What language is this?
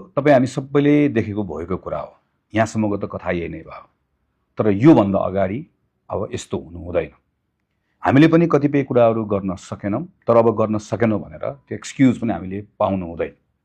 Nepali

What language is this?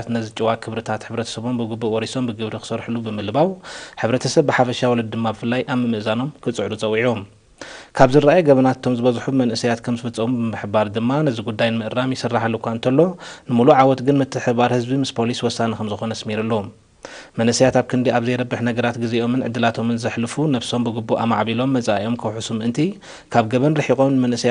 Tigrinya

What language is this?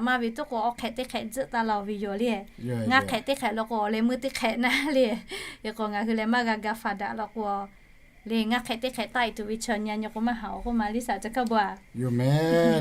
Lahu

